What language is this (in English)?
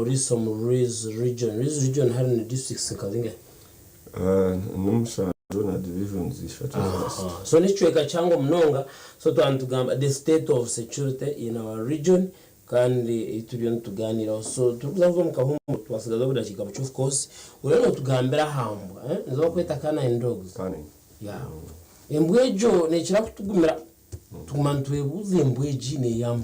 Nyankole